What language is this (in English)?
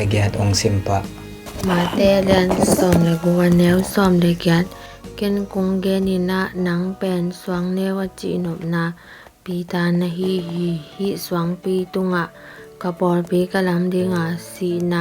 Tedim Chin